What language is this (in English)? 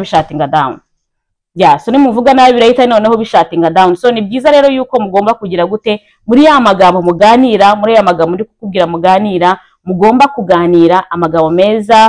Kinyarwanda